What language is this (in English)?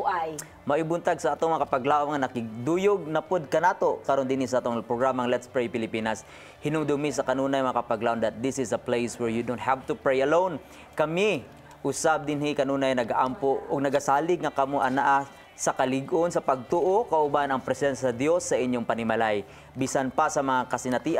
Cebuano